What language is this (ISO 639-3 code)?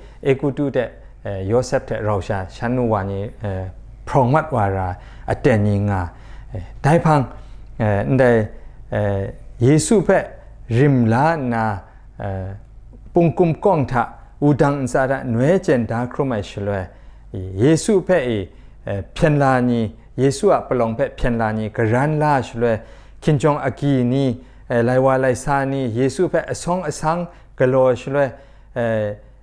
kac